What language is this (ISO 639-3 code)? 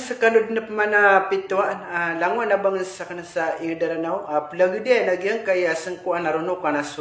mrw